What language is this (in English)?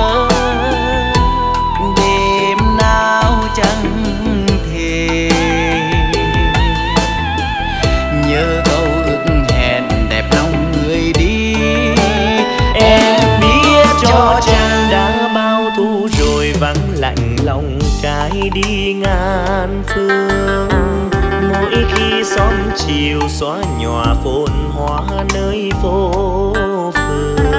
Vietnamese